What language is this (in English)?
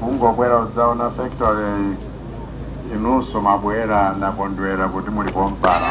Nyanja